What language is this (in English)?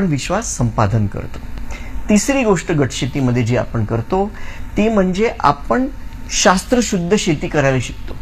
Marathi